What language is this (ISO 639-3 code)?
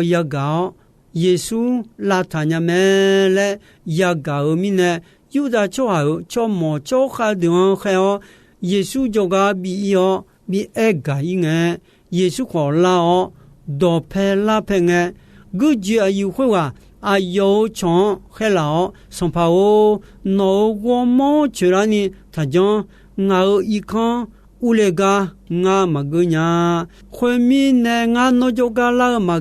ahk